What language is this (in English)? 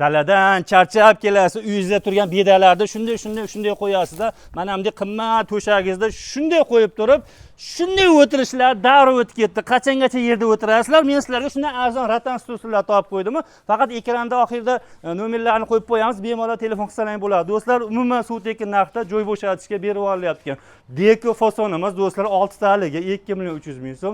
Uzbek